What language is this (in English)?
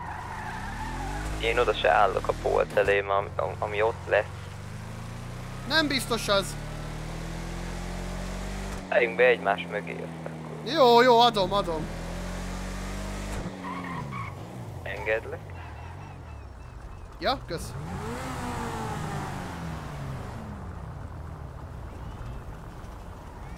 Hungarian